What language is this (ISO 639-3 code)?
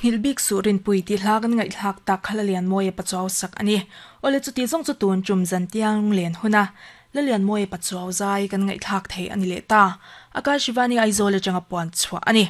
lus